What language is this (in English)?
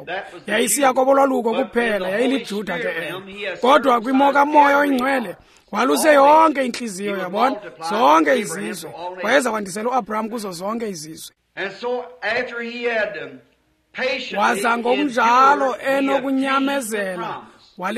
Xhosa